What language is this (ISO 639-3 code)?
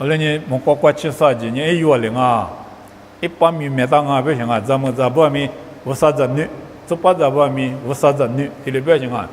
lis